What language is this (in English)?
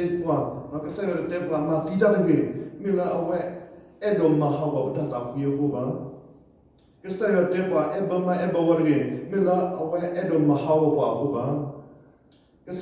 S'gaw Karen